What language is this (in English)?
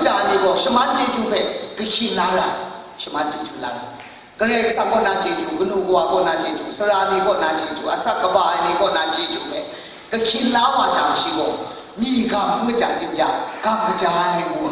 Kachin